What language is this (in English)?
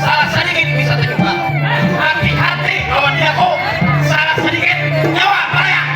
Banjar